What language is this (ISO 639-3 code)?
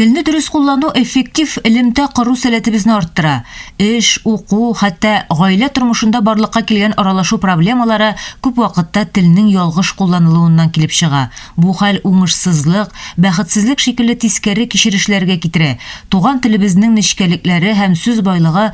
tat